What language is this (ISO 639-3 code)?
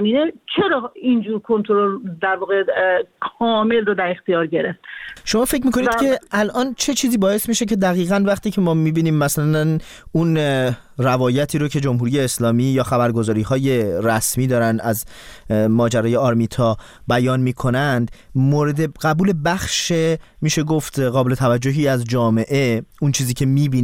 fas